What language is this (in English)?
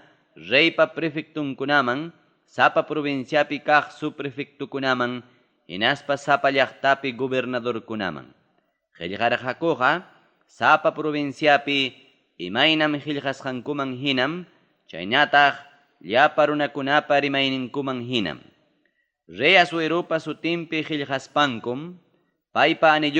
Ayacucho Quechua